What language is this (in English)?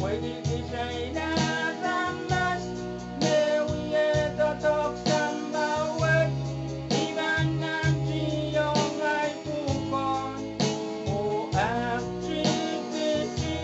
Pohnpeian